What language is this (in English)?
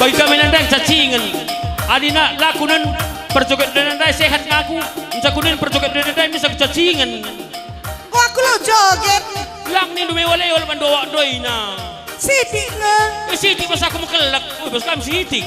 Batak Karo